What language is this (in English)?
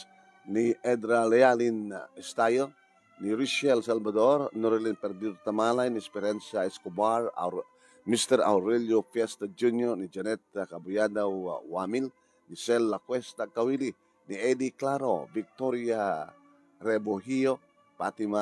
Iloko